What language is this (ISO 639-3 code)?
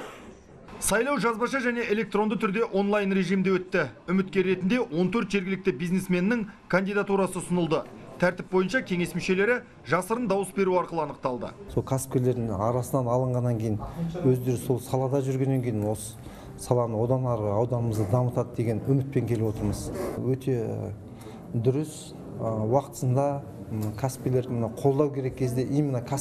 kaz